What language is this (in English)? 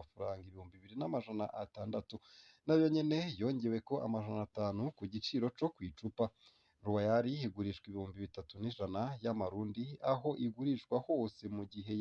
Rundi